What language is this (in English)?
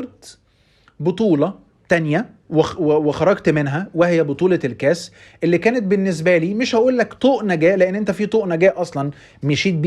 Egyptian Arabic